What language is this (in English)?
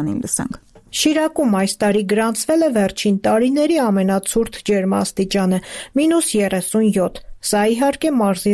Armenian